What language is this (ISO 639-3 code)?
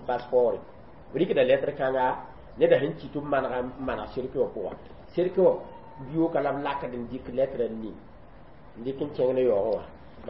mos